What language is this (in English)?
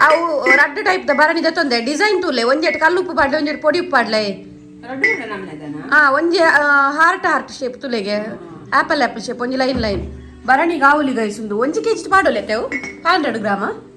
Tulu